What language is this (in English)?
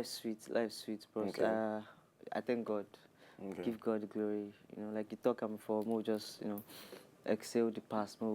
Nigerian Pidgin